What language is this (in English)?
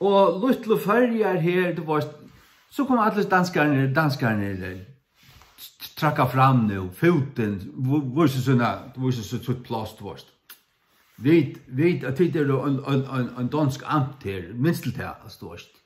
Faroese